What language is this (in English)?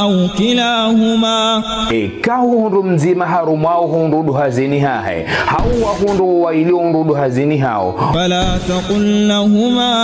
Ngazidja Comorian